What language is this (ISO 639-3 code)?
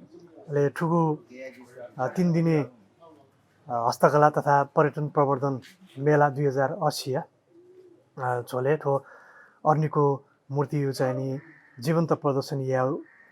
new